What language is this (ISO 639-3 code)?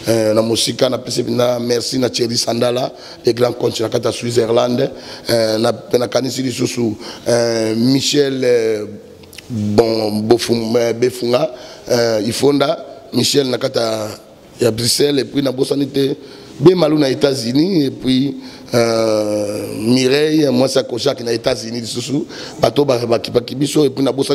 lin